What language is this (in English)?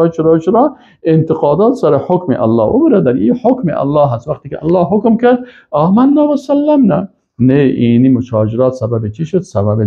Persian